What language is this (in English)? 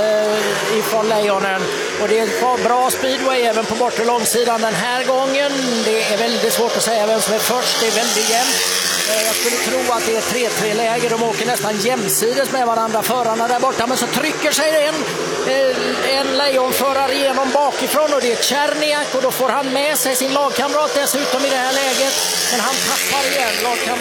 Swedish